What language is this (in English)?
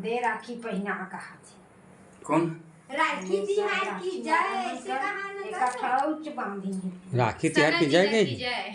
Chhattisgarhi